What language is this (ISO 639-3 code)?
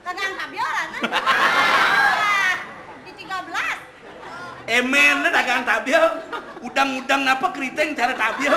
ban